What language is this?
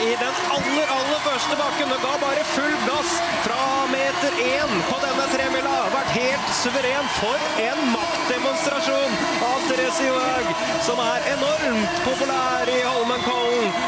Norwegian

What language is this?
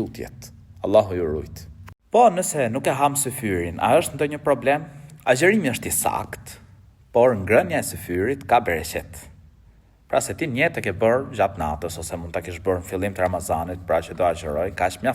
Albanian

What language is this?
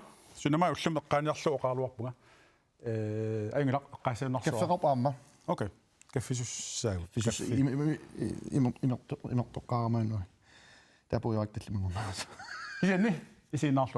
Kalaallisut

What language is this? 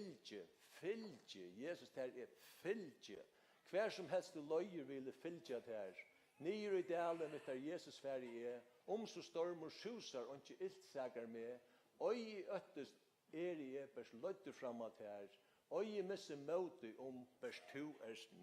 Faroese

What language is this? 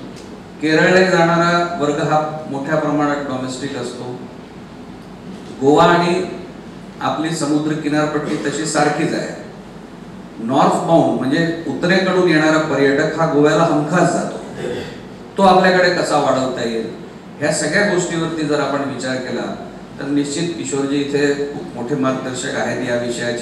Marathi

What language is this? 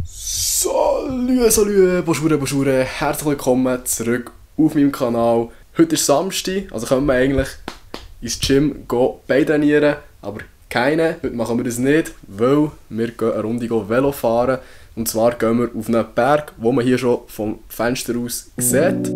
Swiss German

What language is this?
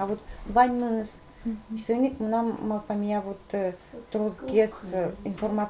Udmurt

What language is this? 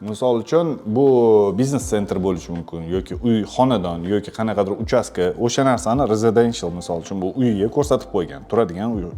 Uzbek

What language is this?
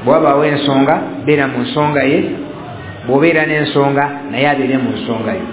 Ganda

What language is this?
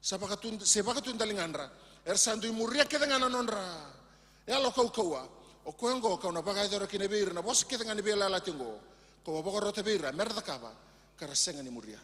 Fijian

